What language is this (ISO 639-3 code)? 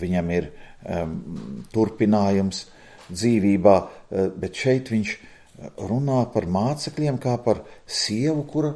lav